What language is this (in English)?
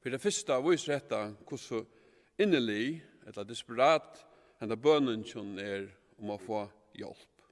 Faroese